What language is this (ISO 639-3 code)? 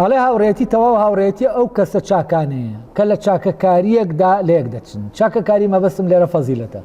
ckb